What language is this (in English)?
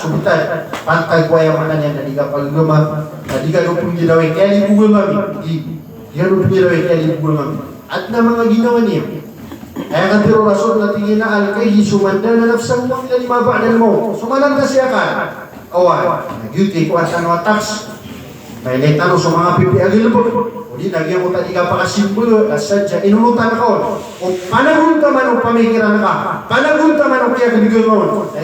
Maranao